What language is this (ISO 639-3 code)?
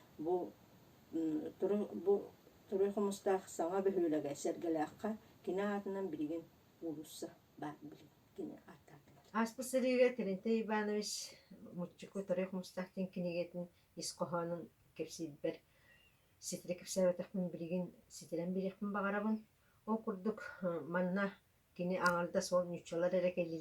sah